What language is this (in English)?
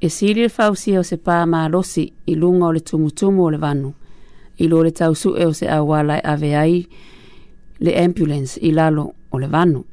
Samoan